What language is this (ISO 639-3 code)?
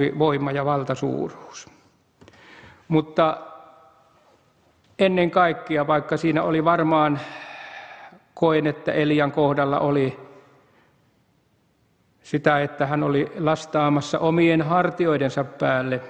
fin